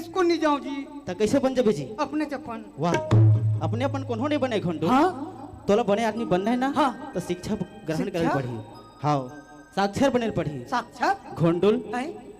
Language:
Chhattisgarhi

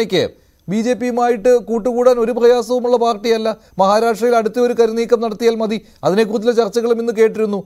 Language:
Malayalam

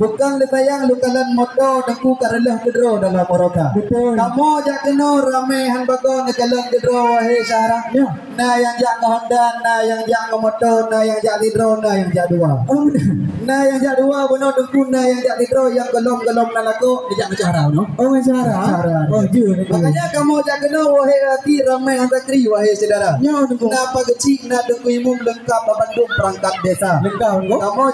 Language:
Achinese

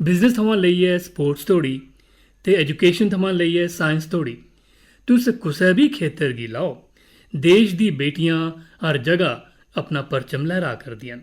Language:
Dogri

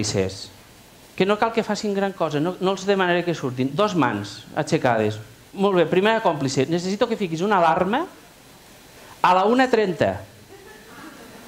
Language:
Catalan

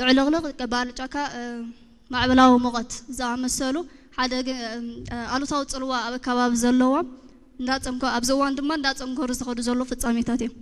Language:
Tigrinya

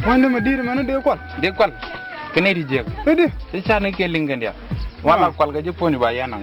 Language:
Nuer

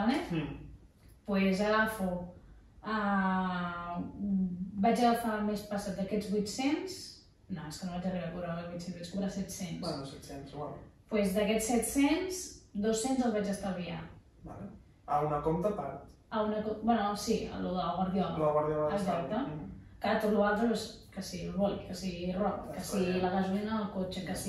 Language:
Catalan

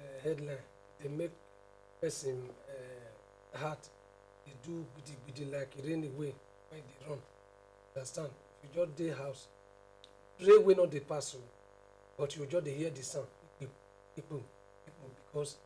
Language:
Nigerian Pidgin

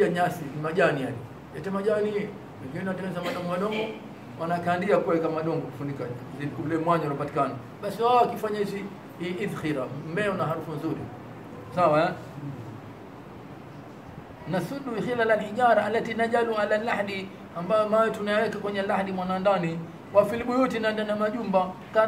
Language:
Swahili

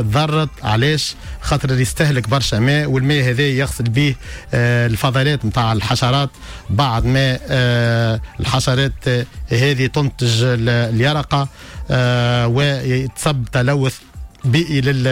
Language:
Tunisian Arabic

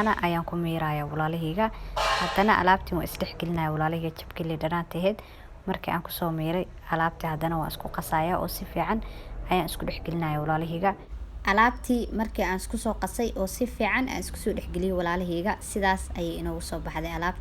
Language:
Somali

